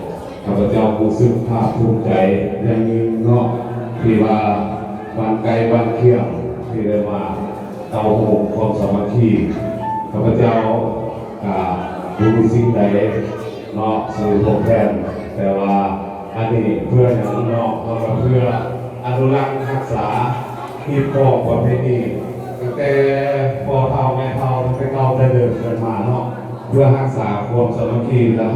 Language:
Lao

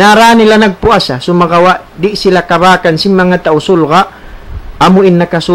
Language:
Tausug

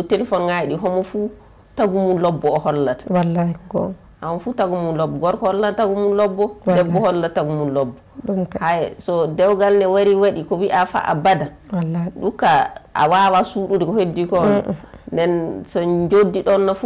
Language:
Fula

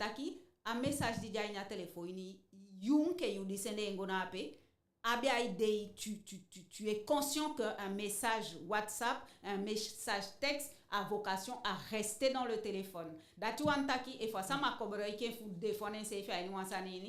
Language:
Eastern Maroon Creole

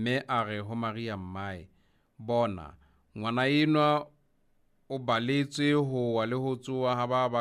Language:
Southern Sotho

